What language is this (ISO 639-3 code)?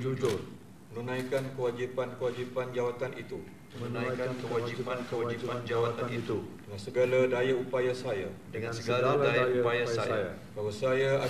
msa